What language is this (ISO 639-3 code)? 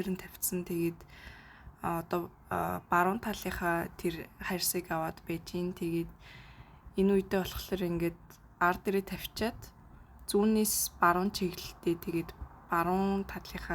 mon